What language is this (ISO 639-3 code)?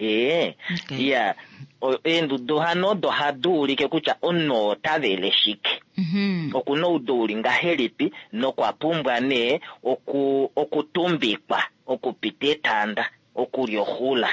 kua